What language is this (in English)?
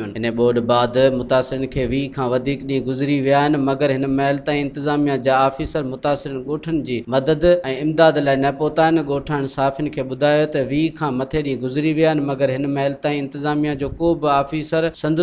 Sindhi